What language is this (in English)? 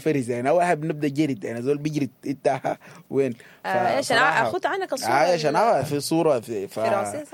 Sudanese Arabic